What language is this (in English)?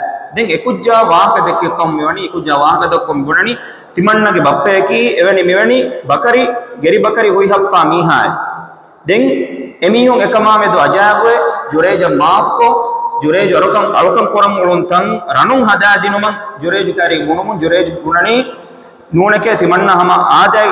Divehi